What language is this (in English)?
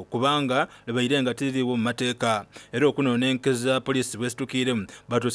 Soga